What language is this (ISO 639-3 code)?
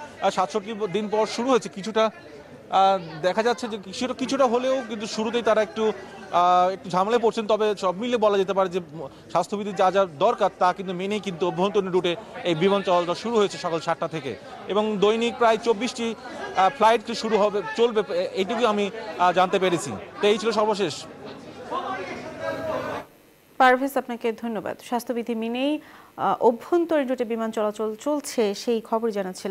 ben